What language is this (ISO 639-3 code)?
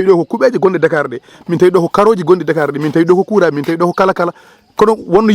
ful